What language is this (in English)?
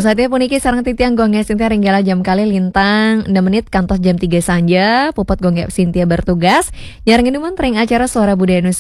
Balinese